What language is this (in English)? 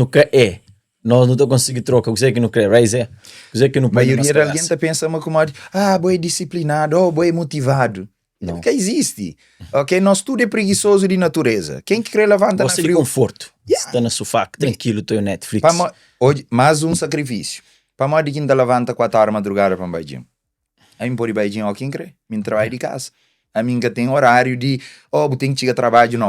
Kabuverdianu